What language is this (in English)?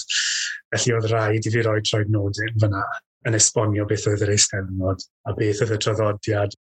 Welsh